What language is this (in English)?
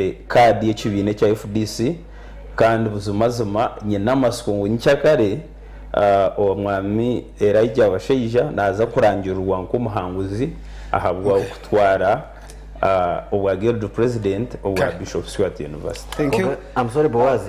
Nyankole